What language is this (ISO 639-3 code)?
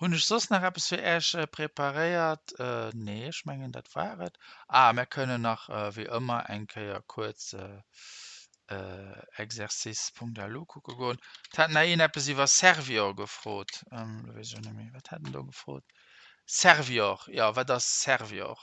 ltz